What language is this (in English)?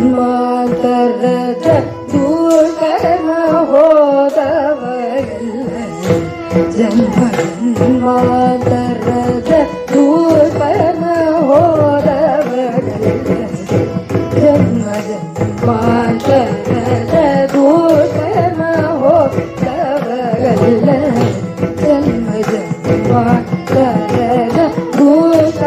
Kannada